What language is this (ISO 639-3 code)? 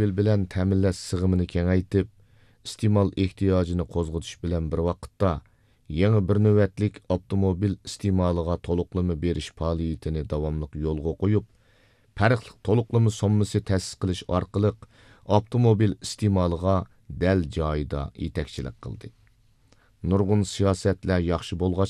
uig